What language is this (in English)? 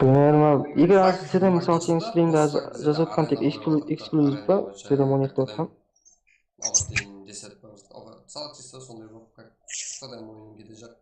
Kara-Kalpak